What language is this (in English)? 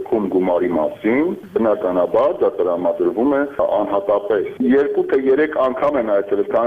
Armenian